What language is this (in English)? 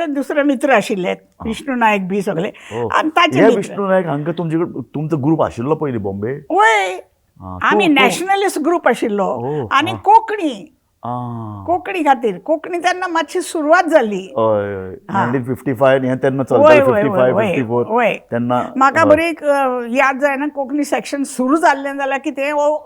Konkani